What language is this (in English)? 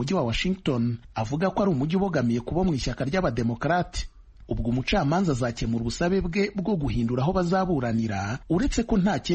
Kinyarwanda